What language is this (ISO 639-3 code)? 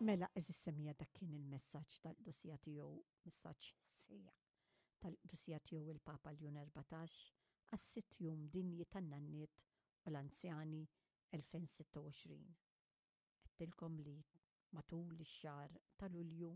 mlt